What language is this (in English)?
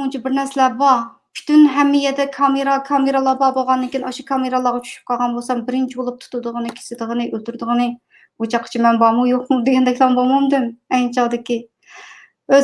Uyghur